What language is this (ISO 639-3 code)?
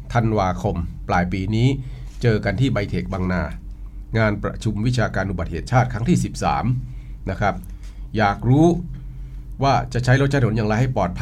tha